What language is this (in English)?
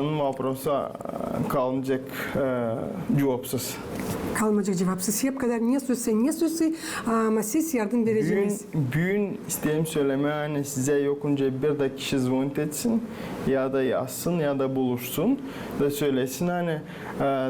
Gagauz